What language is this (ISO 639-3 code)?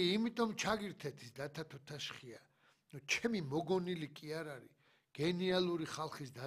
kat